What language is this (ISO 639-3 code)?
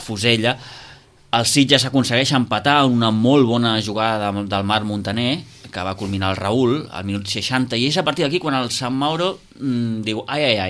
cat